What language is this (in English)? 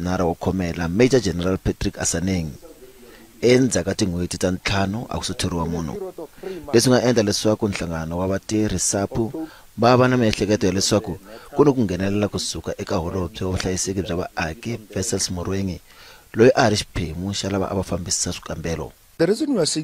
Tsonga